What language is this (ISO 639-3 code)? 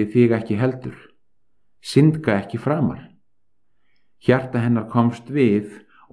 isl